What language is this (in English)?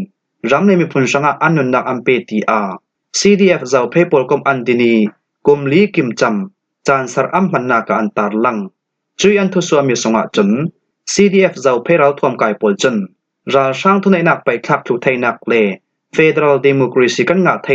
Falam Chin